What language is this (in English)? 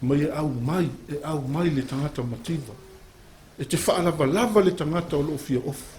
Samoan